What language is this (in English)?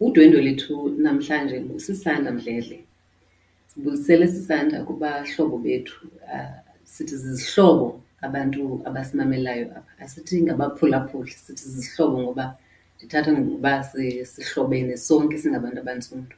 Xhosa